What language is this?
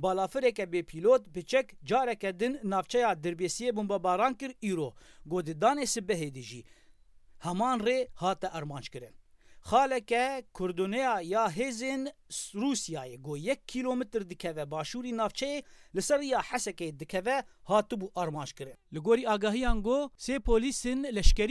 Kurdish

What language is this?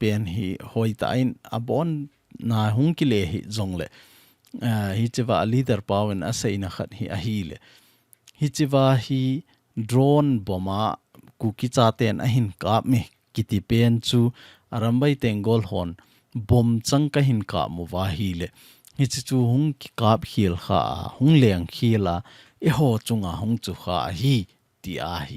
Thado Chin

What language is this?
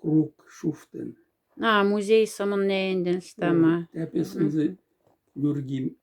Moksha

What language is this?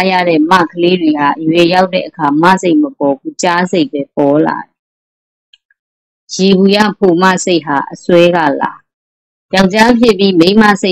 Burmese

